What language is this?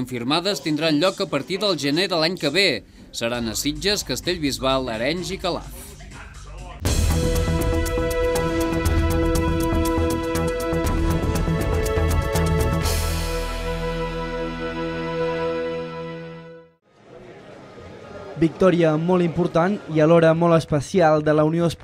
Catalan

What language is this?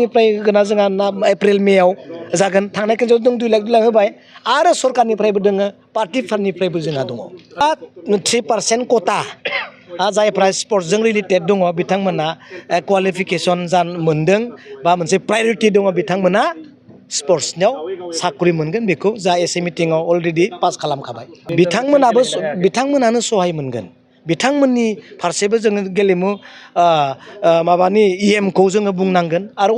Bodo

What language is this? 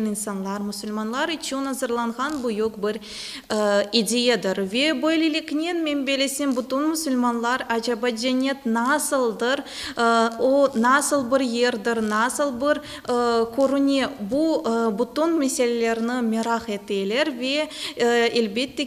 Crimean Tatar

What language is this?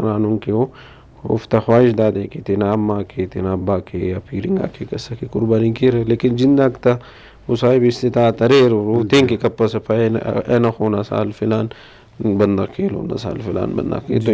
Brahui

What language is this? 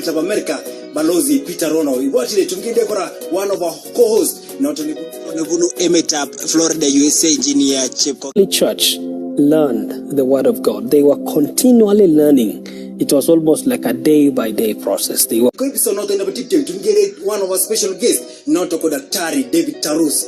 Kalenjin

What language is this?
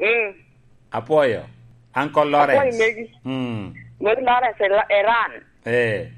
Lango (Uganda)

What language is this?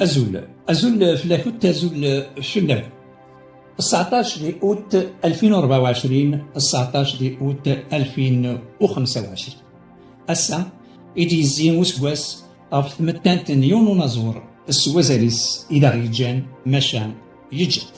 Kabyle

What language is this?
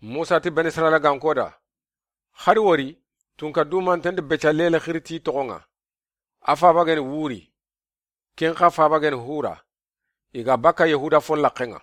Soninke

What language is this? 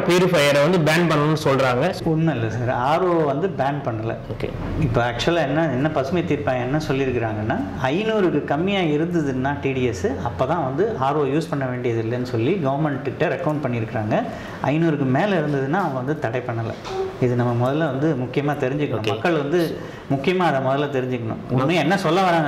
Tamil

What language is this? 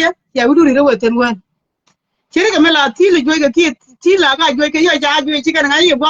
Nuer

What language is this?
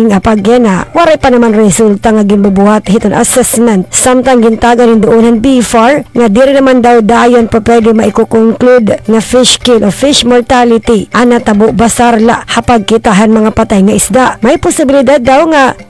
Waray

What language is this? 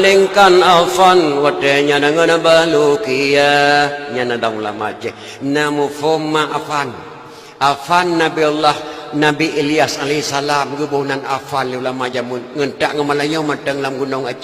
Achinese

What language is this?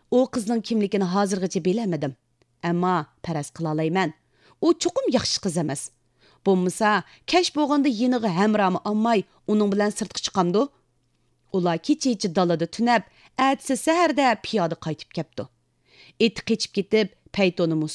Uyghur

